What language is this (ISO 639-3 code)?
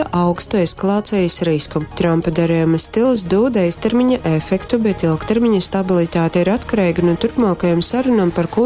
ltg